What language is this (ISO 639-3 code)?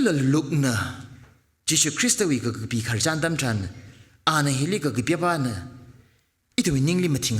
nmf